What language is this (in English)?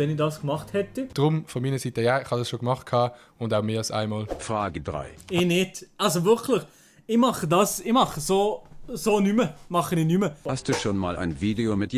Swiss German